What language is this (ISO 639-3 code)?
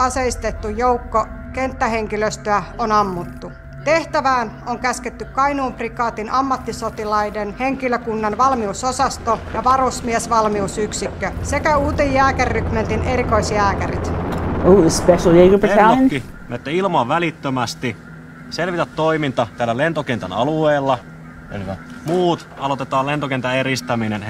fin